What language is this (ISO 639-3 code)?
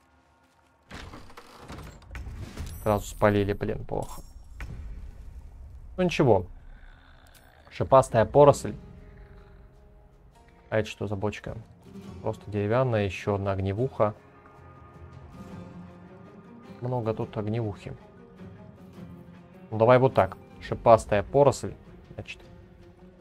rus